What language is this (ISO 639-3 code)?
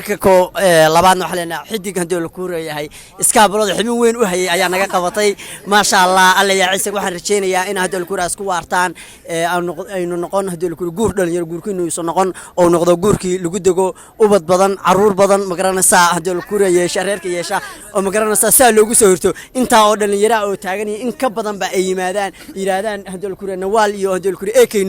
som